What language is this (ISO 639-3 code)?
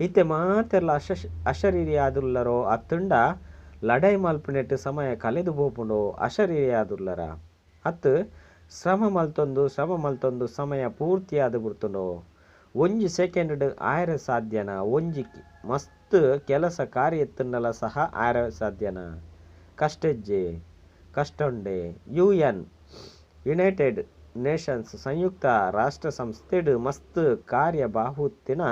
tcy